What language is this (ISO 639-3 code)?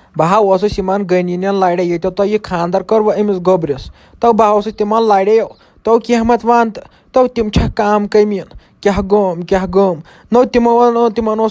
kas